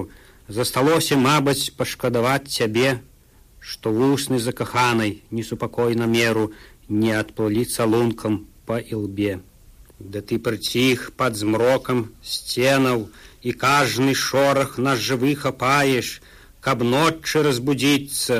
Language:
Belarusian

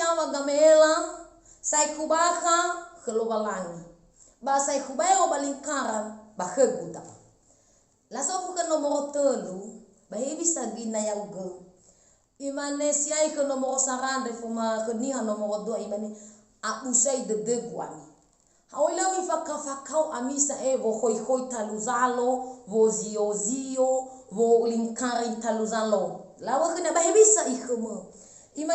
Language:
Nias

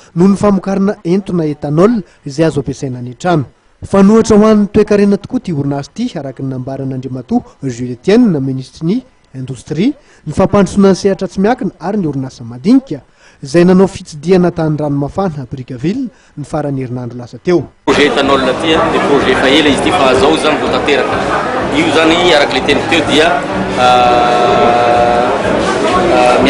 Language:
Malagasy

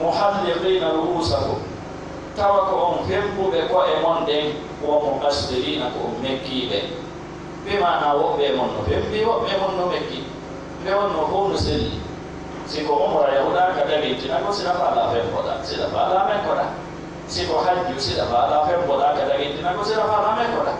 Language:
Fula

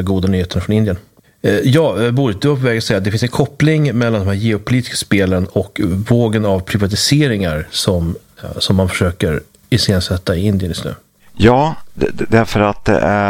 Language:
Swedish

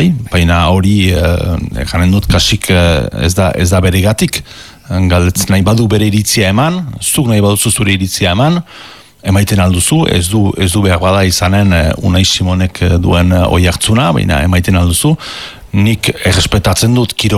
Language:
Basque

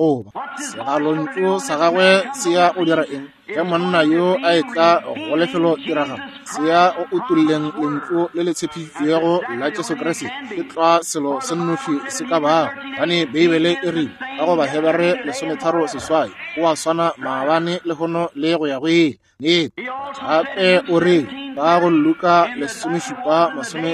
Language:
Northern Sotho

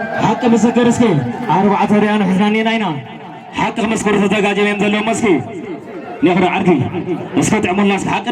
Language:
Tigrinya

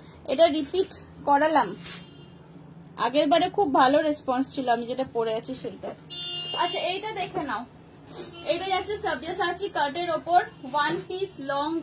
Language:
Bangla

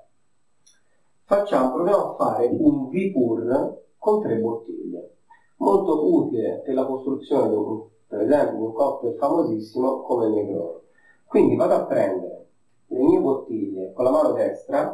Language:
Italian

